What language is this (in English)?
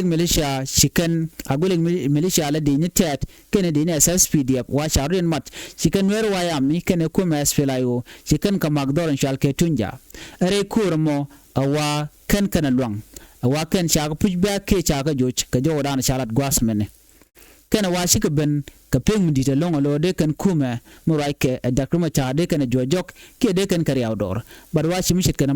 Nuer